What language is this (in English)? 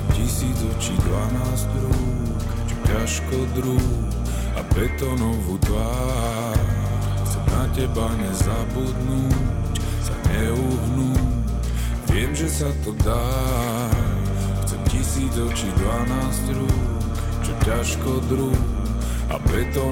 Slovak